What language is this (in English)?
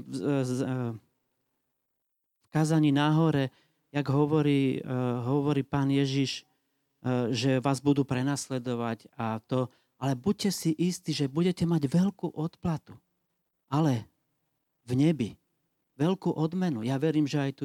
Slovak